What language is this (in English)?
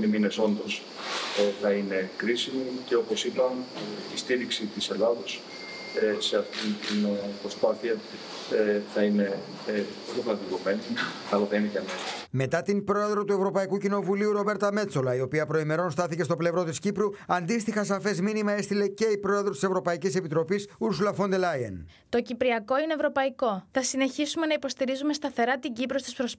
Greek